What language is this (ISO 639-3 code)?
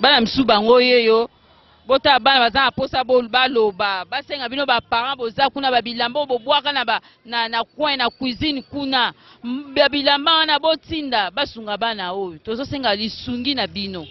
lin